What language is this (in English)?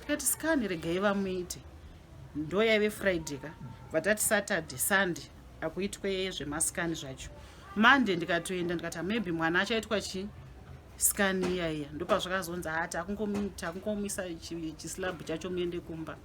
Shona